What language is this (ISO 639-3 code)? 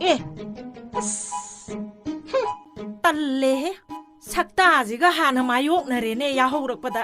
mni